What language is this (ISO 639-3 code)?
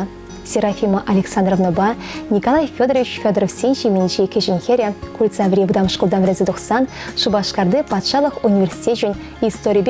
chv